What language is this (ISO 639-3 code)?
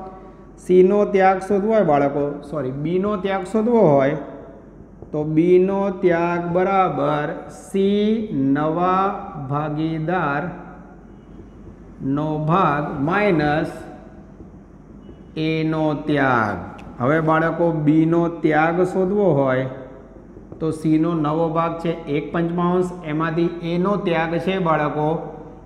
guj